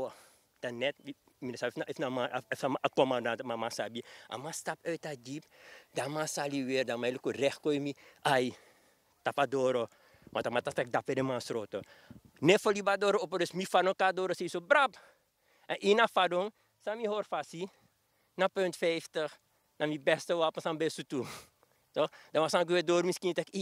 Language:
Sranan Tongo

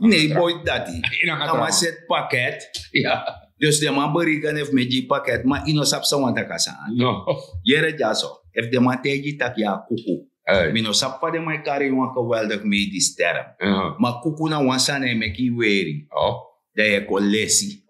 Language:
Sranan Tongo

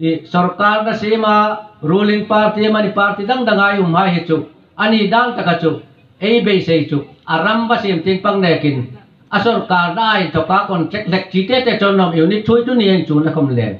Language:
Hmar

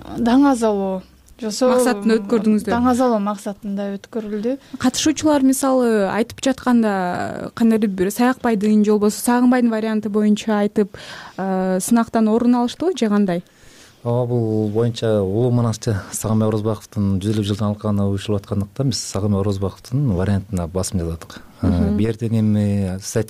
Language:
Kyrgyz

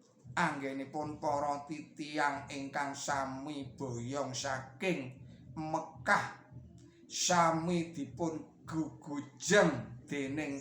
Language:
Javanese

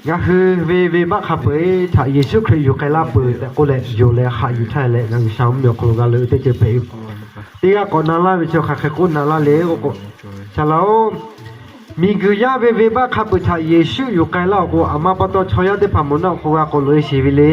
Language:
Lahu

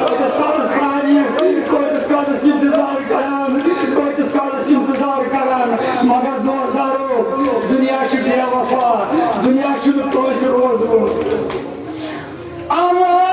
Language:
Kashmiri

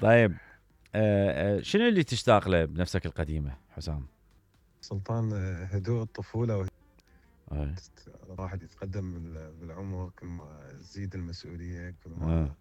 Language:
Mesopotamian Arabic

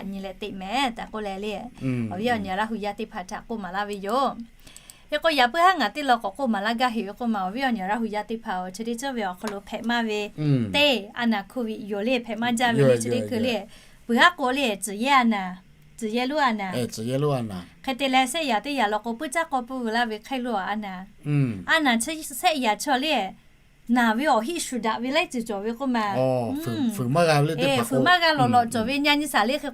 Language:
Lahu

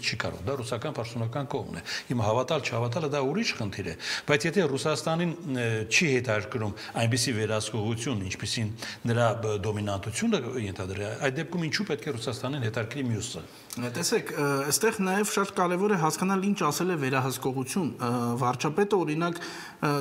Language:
Armenian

